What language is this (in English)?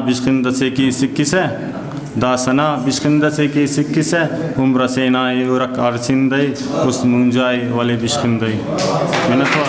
Brahui